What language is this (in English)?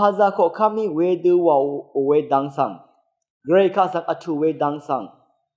Rawang